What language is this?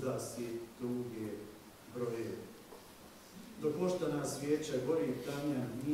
Croatian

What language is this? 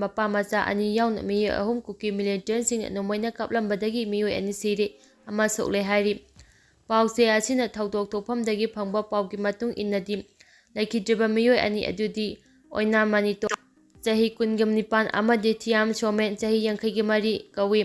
Manipuri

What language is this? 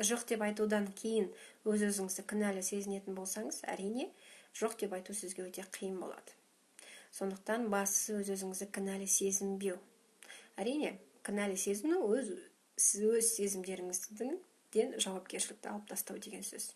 Kazakh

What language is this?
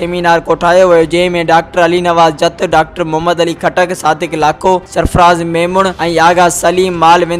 Sindhi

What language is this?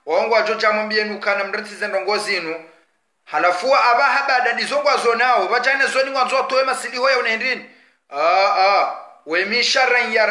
Swahili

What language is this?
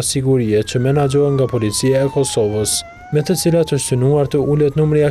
Albanian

